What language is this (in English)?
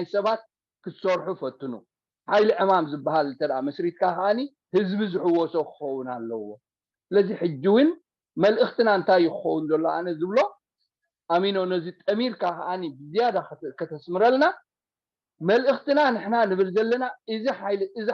Tigrinya